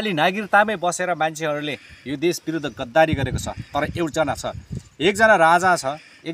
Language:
Nepali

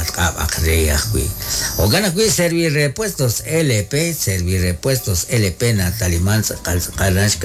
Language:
Kekchí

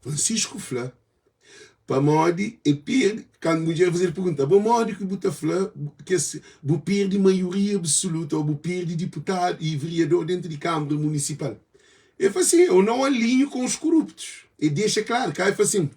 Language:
Kabuverdianu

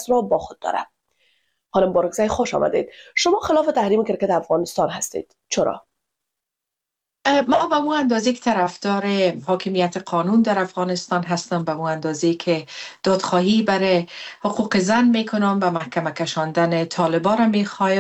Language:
Persian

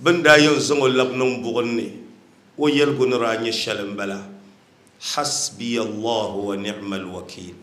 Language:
Dagbani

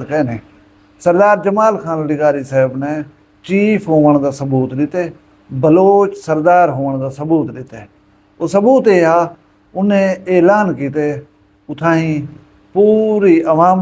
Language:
Saraiki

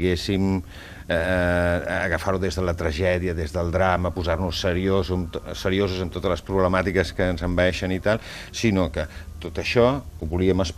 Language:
Catalan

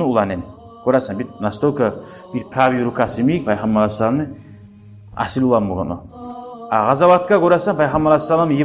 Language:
Kumyk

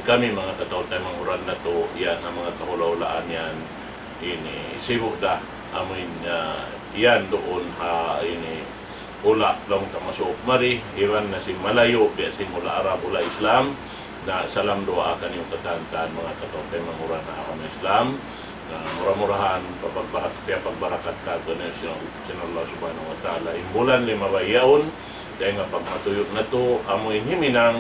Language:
Tausug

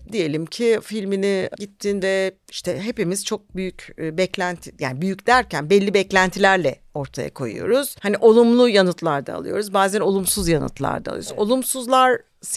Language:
Turkish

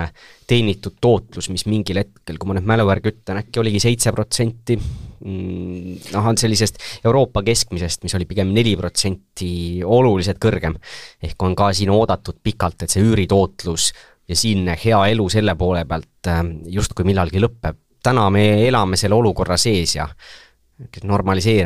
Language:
Estonian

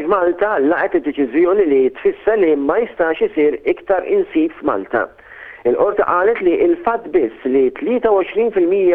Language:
Maltese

